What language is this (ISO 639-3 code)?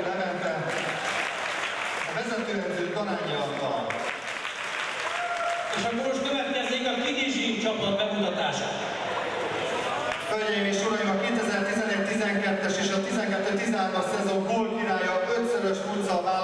hun